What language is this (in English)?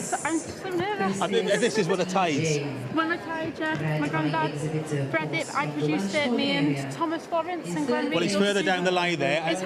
Welsh